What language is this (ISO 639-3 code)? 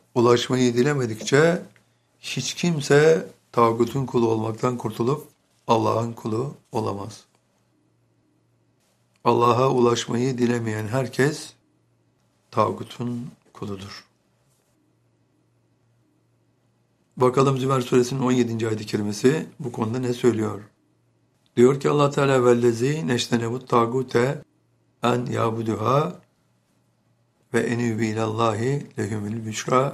tur